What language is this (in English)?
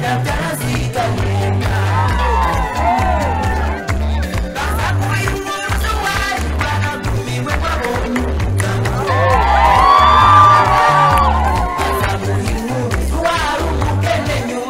Kinyarwanda